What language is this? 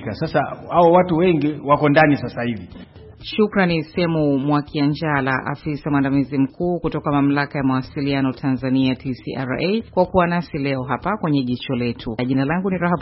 Swahili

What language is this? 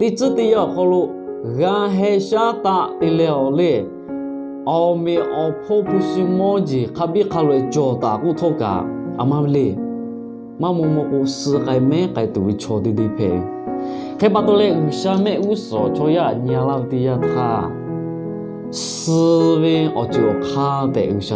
Lahu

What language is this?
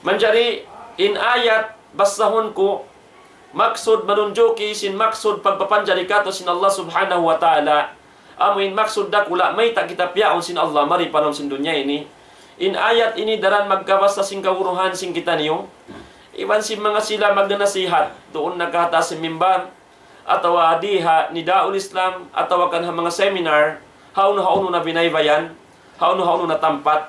Tausug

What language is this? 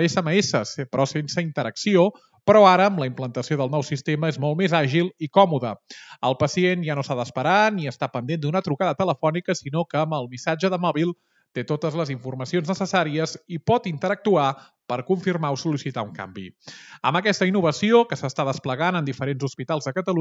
Catalan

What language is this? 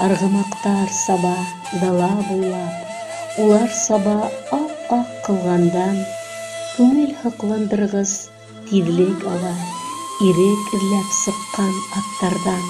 Bashkir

